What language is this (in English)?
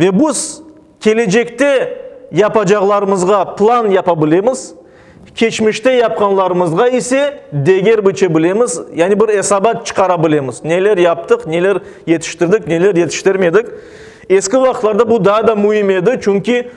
Crimean Tatar